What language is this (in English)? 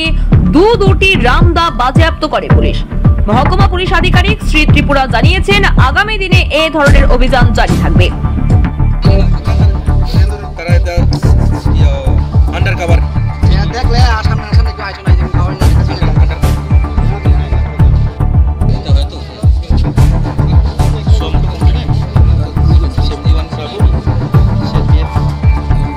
Bangla